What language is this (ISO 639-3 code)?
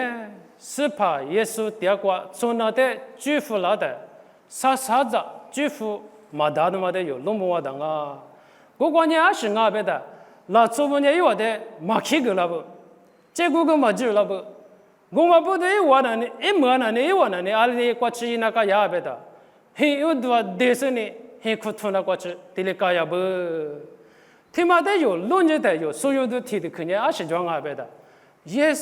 lis